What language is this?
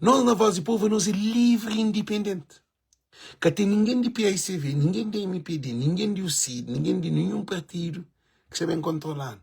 Kabuverdianu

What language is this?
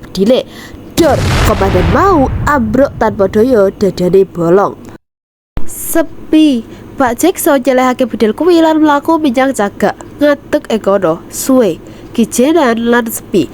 Javanese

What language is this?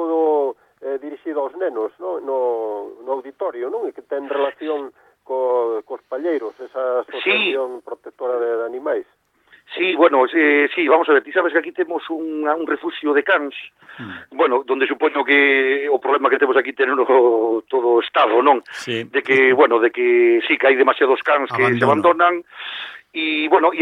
Galician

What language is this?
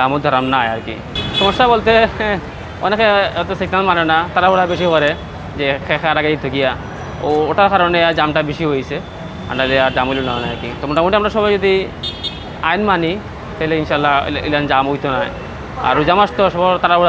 Sylheti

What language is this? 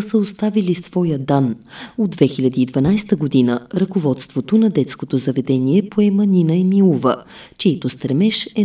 Bulgarian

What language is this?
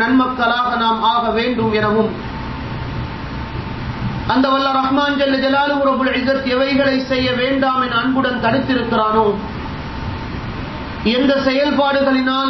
Tamil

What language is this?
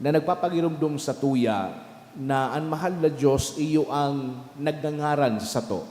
Bikol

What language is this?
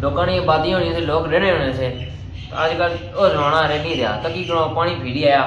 Pahari-Potwari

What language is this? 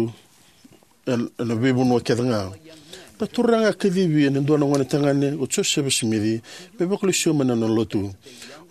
Fijian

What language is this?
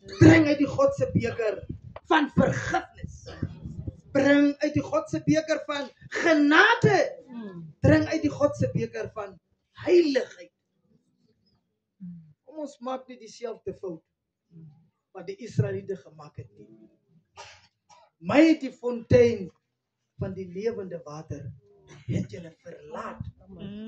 Afrikaans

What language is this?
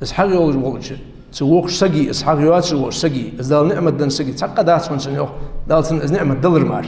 Ingush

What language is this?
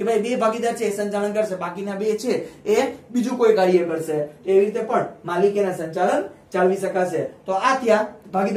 Gujarati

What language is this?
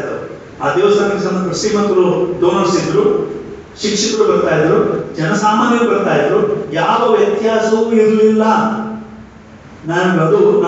Kannada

